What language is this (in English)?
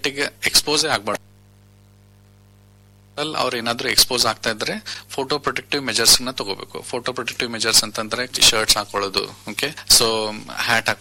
Kannada